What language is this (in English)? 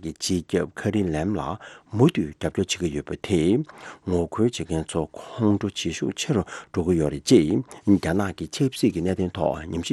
Tibetan